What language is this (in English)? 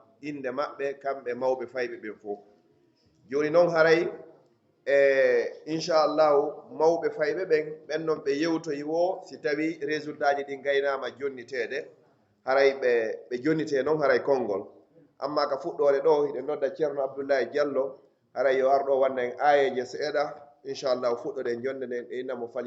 Pular